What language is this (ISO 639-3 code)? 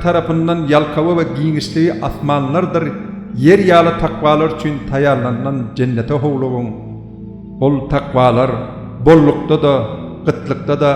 tuk